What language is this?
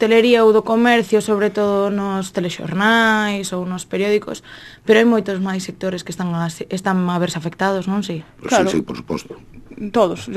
Galician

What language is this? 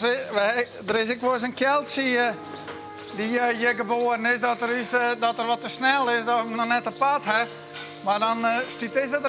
Western Frisian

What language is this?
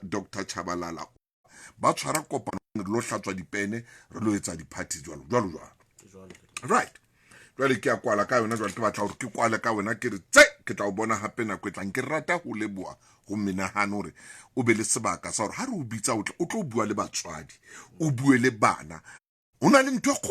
Southern Sotho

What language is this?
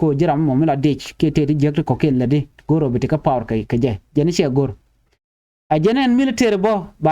Nuer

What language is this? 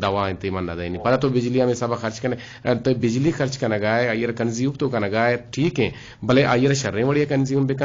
Eastern Balochi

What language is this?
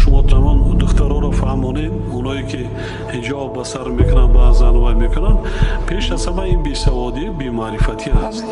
Tajik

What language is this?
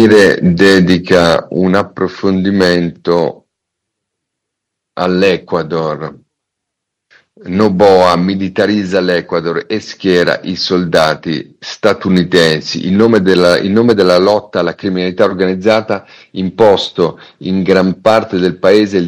Italian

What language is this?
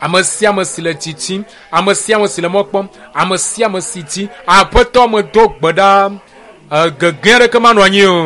Ewe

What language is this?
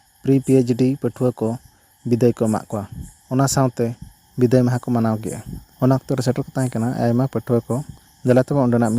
Santali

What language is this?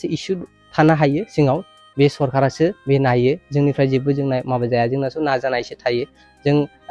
Bodo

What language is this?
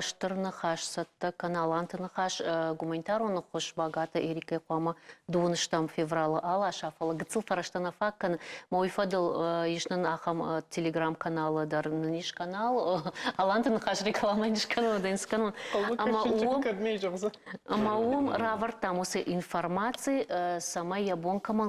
Ossetic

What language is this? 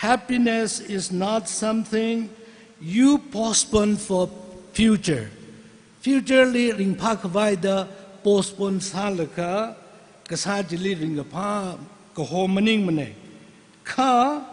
Tangkhul Naga (India)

